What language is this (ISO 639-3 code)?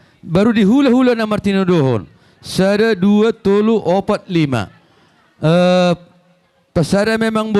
bbc